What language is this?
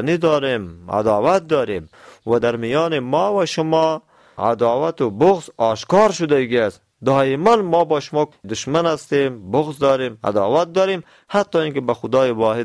Tajik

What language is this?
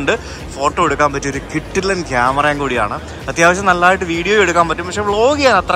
Malayalam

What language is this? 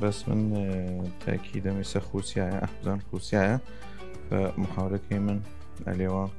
Southern Kurdish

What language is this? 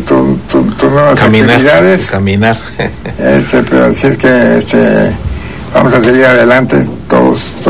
Spanish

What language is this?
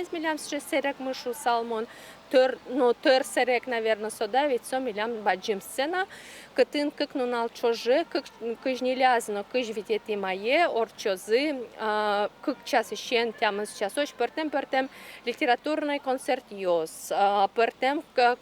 Udmurt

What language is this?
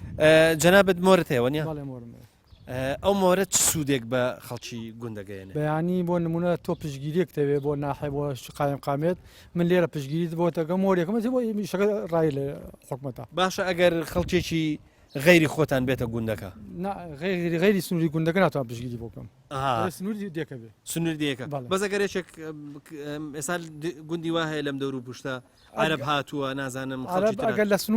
Central Kurdish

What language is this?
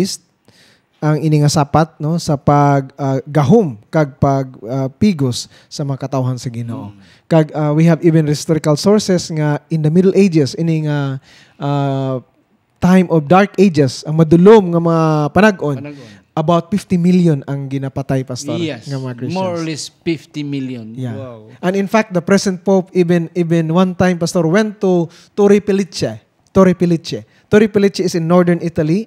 Hiligaynon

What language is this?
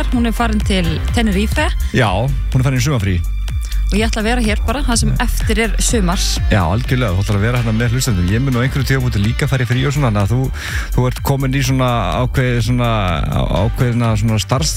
Icelandic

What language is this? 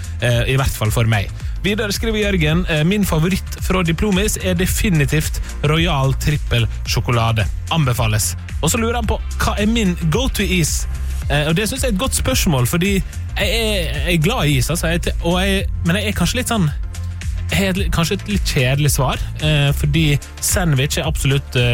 Norwegian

